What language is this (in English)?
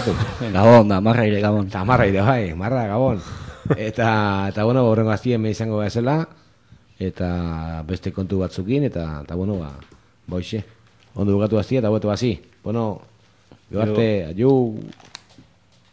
Basque